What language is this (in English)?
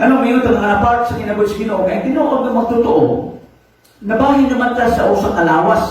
Cebuano